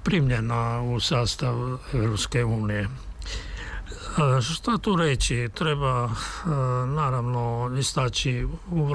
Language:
Serbian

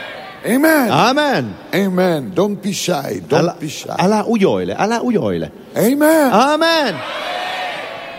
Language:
Finnish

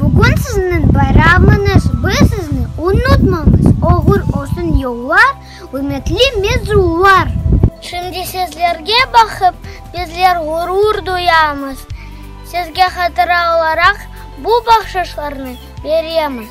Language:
Crimean Tatar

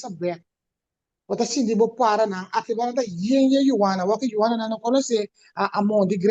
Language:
Papiamento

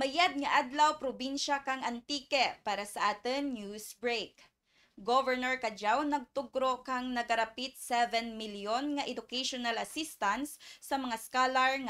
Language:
Kinaray-a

